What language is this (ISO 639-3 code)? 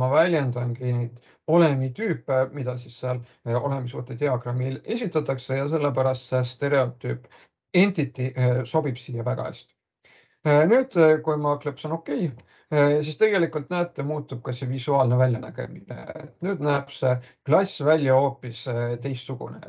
est